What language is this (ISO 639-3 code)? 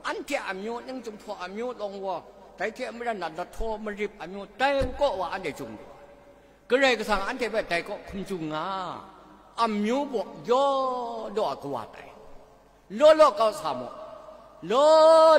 kac